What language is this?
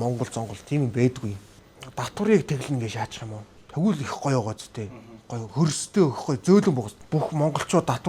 Mongolian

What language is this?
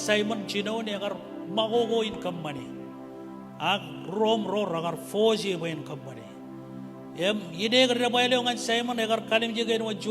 Marshallese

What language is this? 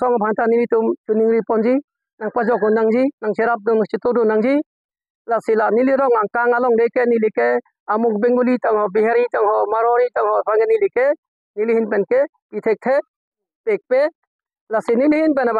Karbi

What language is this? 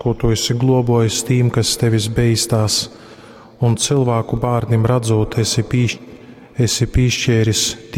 Latgalian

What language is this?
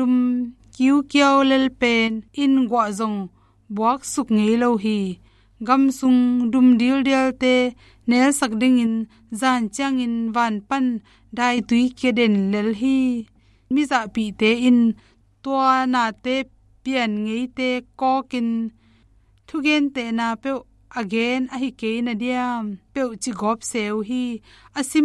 Tedim Chin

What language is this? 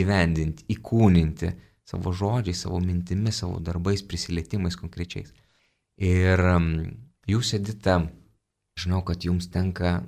Lithuanian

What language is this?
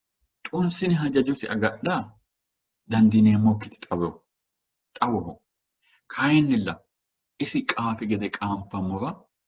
Sidamo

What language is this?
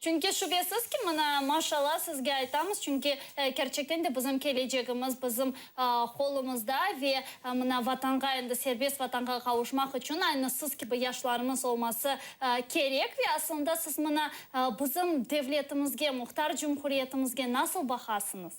Crimean Tatar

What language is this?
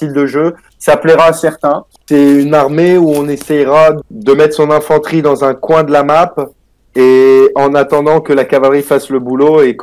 French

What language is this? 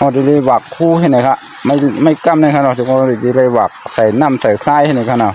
Shan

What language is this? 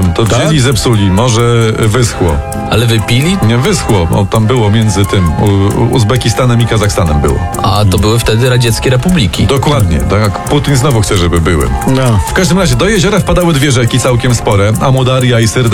Polish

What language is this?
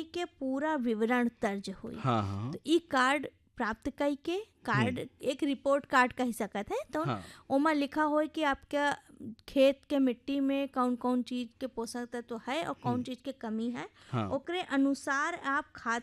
Bhojpuri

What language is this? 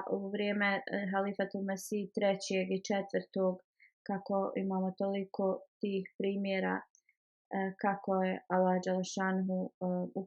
Bosnian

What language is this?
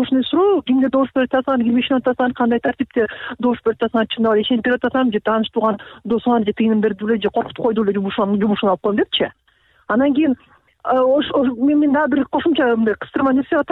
Kyrgyz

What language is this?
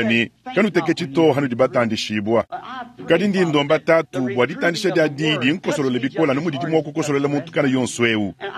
Luba-Lulua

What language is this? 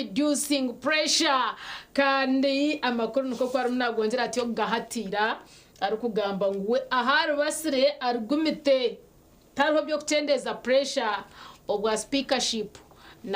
Nyankole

